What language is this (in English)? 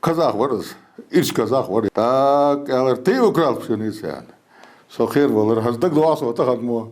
Ingush